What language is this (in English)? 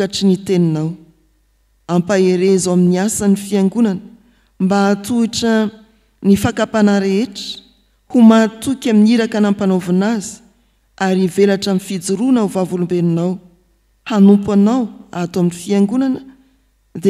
Malagasy